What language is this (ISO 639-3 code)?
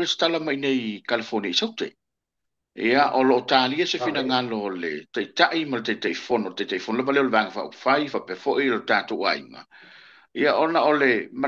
smo